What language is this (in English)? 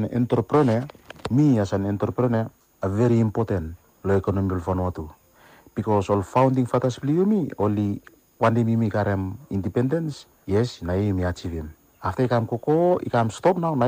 Bislama